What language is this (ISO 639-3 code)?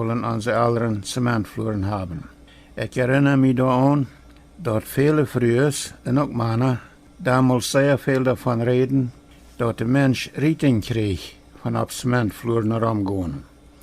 pdt